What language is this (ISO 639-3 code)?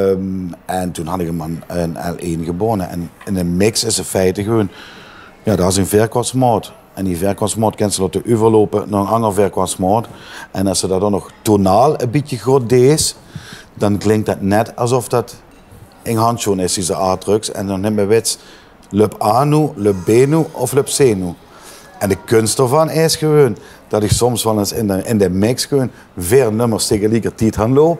lim